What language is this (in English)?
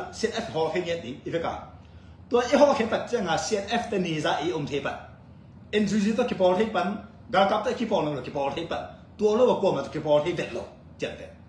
Tedim Chin